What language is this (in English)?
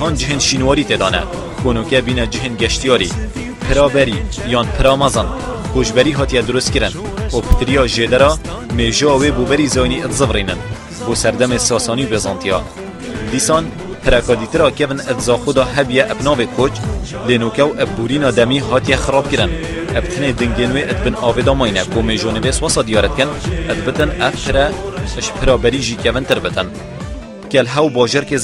Kurdish